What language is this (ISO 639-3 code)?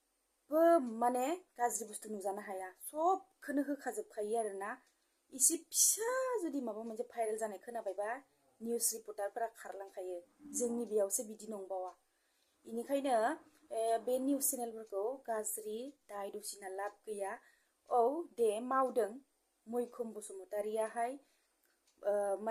brx